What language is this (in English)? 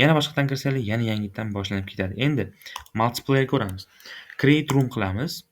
Uzbek